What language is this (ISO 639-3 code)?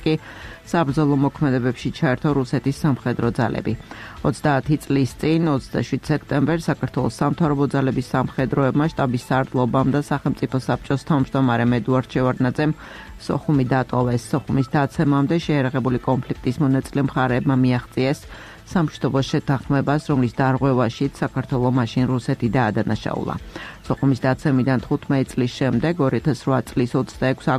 kat